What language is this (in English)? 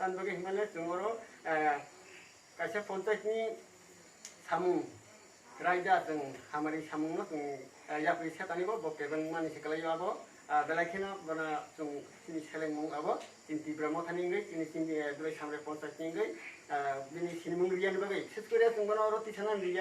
Kok Borok